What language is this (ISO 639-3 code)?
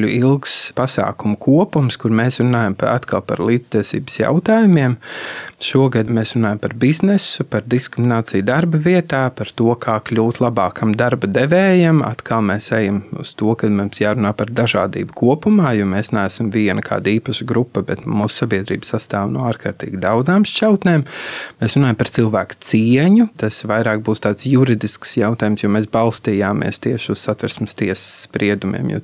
lav